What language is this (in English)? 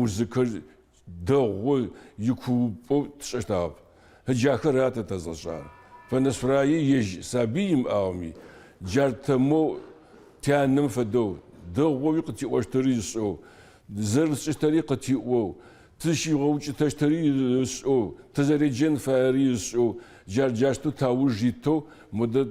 Adyghe